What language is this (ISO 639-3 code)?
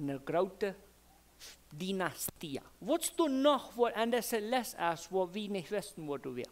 pdt